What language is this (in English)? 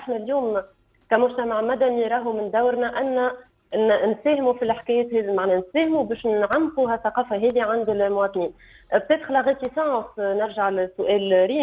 Tunisian Arabic